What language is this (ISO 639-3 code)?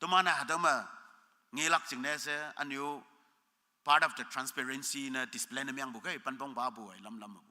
nbe